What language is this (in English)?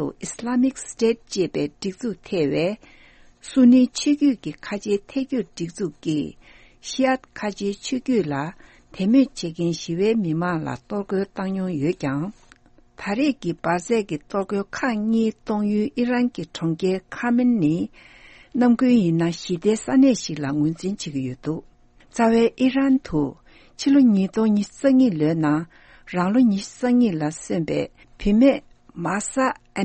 Tibetan